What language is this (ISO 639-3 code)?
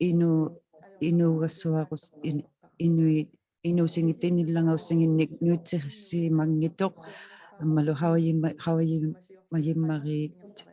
iku